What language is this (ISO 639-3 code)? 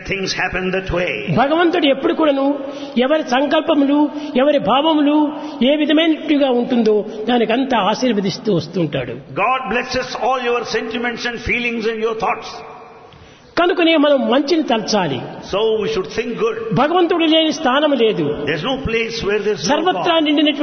tel